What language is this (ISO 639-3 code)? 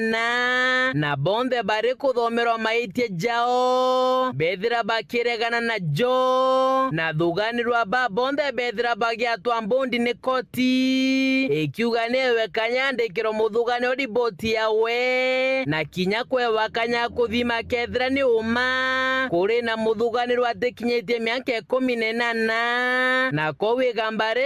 mer